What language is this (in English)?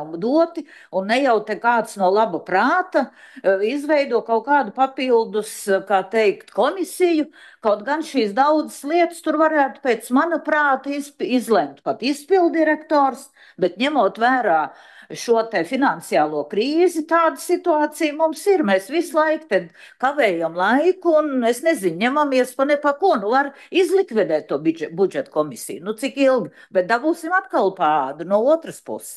Latvian